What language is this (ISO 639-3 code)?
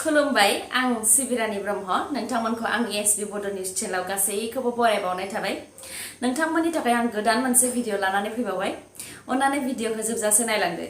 brx